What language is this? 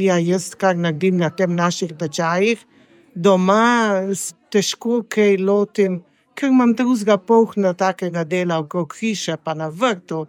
Slovenian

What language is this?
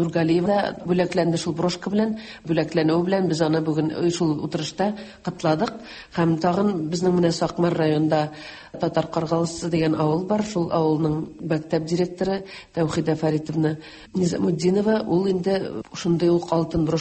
Tatar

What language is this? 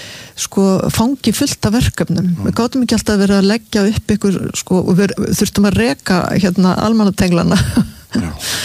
Icelandic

